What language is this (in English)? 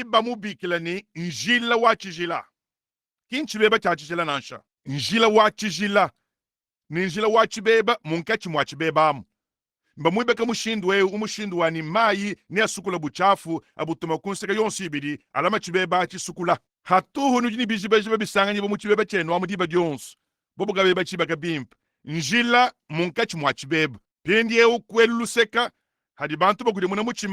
Luba-Lulua